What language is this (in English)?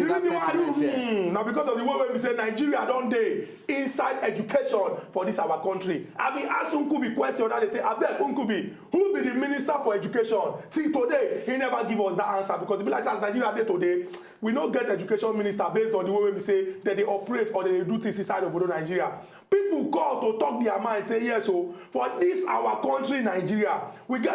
Nigerian Pidgin